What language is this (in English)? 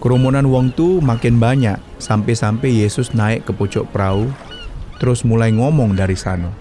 Musi